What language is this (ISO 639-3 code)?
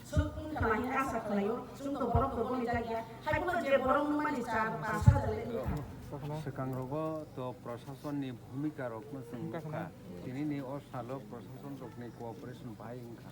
trp